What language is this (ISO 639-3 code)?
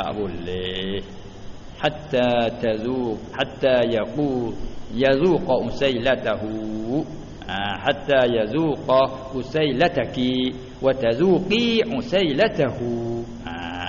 msa